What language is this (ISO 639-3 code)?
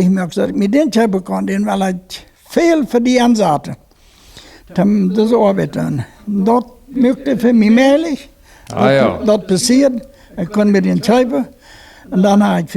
pdt